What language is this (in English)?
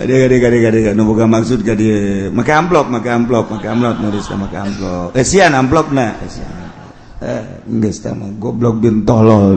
Sundanese